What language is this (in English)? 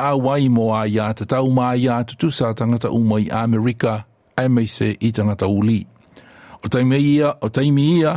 Samoan